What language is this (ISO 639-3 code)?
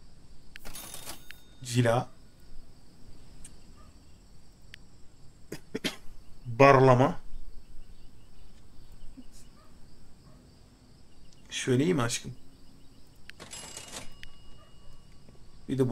tur